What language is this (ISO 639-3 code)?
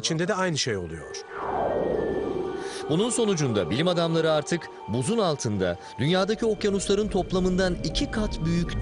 tur